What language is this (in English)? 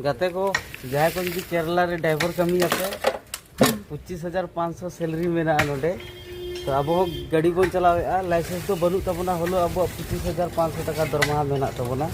Santali